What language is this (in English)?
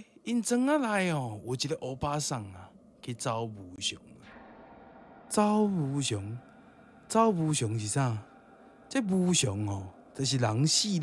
Min Nan Chinese